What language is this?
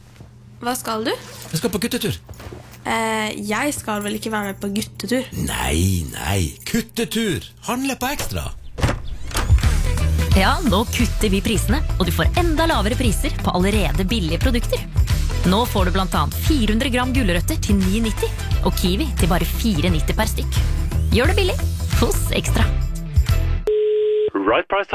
Norwegian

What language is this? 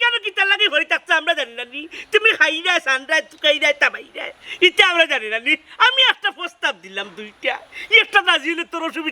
Sylheti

